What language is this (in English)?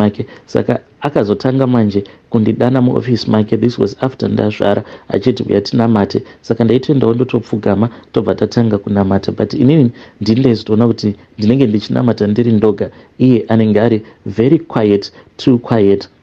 Shona